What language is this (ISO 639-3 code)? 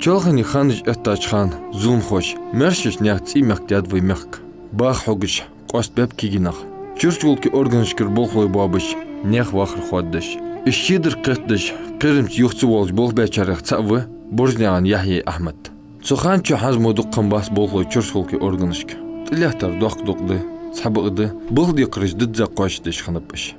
inh